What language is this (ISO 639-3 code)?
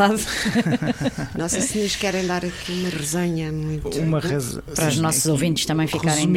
por